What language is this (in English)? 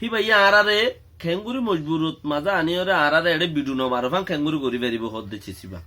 Rohingya